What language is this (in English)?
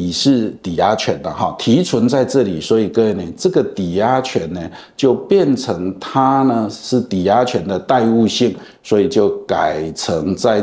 Chinese